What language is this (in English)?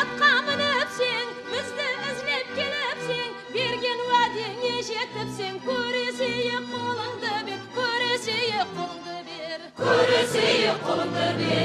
Kara-Kalpak